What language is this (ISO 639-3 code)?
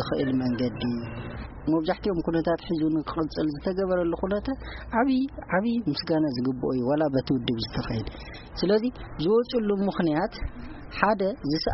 tir